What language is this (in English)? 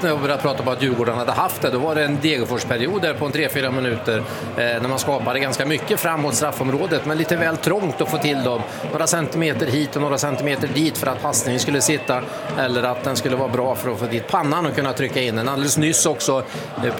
Swedish